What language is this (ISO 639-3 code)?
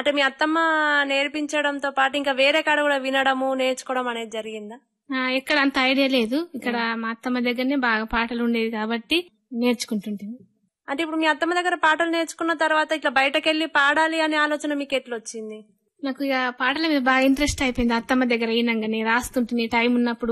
tel